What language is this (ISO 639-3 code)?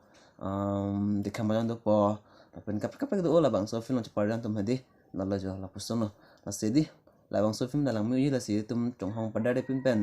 mjw